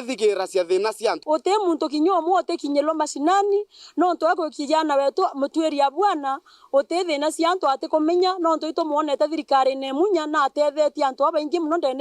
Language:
Meru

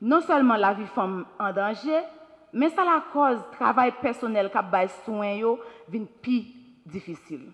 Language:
Haitian Creole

